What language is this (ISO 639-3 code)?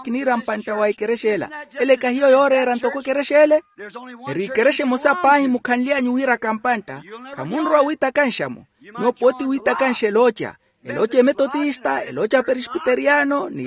vmw